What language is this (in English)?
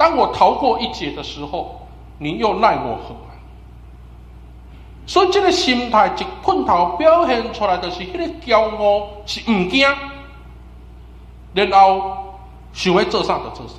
Min Nan Chinese